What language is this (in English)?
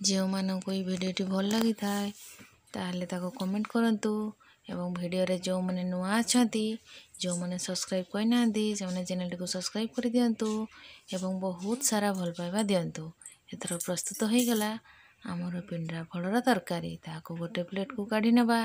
Odia